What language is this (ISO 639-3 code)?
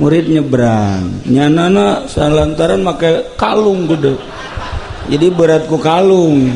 sun